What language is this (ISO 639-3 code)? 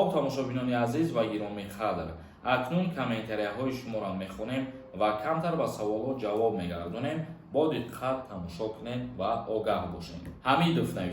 tgk